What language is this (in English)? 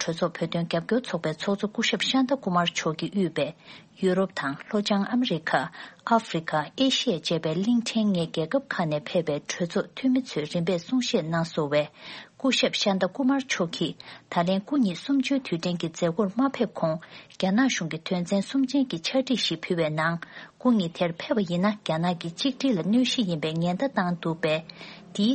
Tibetan